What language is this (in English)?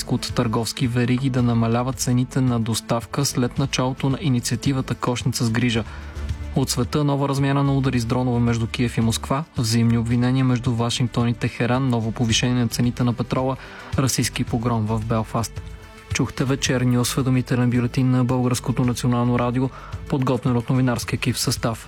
Bulgarian